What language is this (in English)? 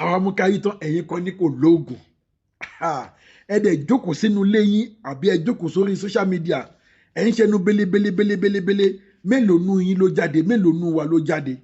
Yoruba